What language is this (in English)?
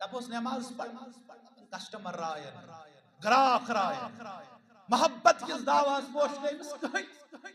Kashmiri